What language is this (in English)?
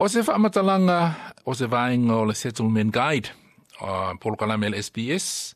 Samoan